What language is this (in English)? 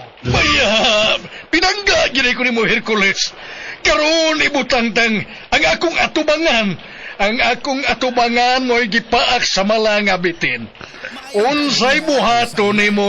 Cebuano